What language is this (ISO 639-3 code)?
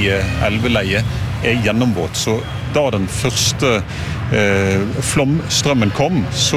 nor